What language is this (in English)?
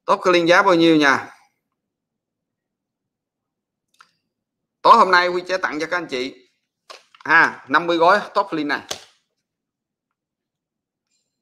Vietnamese